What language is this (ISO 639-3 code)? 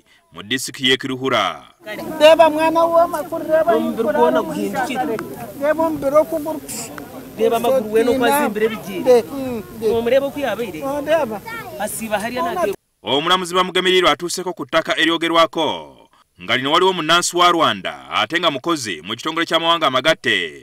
lug